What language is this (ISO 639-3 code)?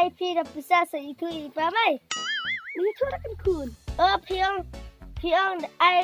kha